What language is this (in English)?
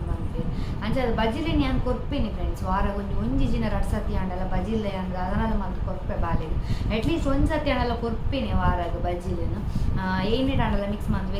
Tulu